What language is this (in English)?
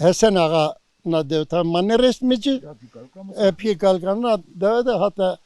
Zaza